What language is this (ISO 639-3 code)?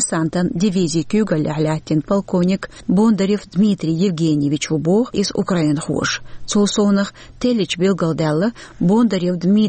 che